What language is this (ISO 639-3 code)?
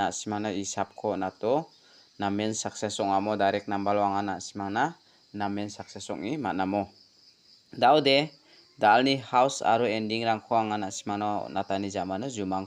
grt